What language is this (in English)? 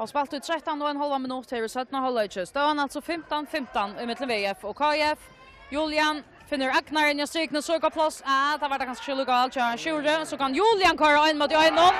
Faroese